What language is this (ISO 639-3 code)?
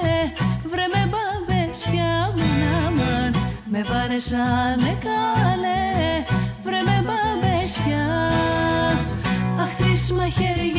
ell